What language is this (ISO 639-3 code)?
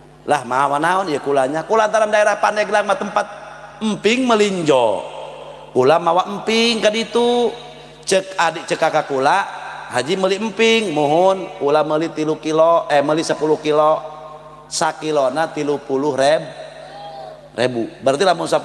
sun